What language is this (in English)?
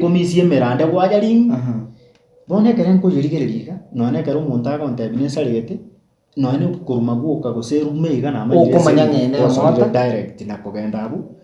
Gusii